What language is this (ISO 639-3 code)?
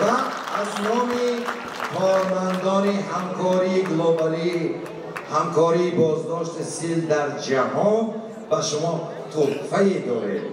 tgk